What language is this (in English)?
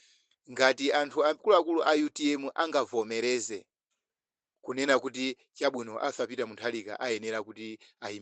Nyanja